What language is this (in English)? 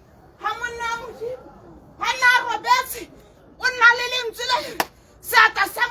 Tswana